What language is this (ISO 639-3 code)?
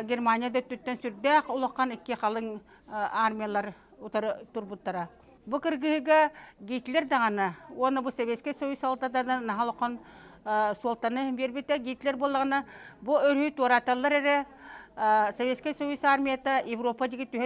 sah